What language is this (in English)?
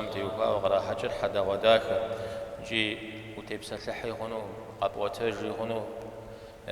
Kabardian